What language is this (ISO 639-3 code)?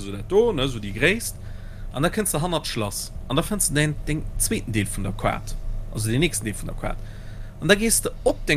ltz